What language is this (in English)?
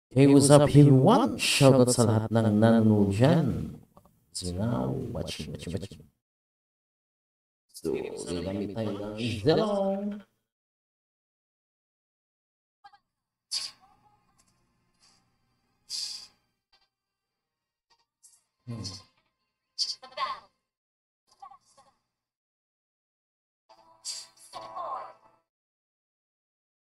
Filipino